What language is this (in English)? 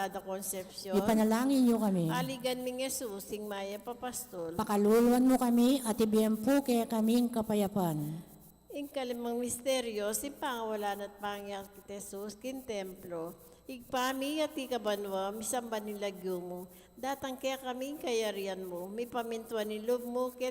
Pampanga